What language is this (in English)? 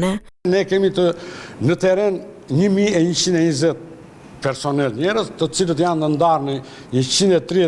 Albanian